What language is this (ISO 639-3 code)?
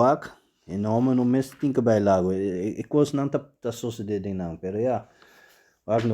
pap